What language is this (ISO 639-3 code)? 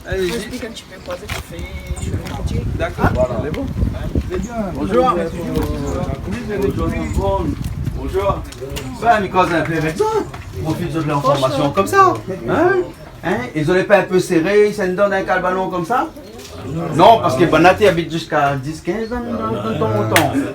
rcf